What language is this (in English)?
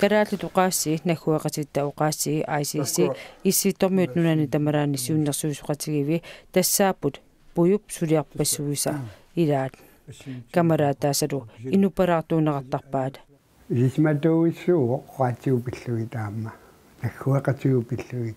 Kalaallisut